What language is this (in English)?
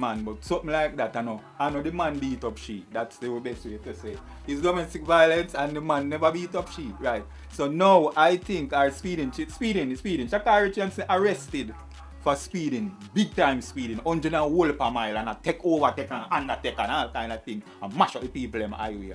Jamaican Creole English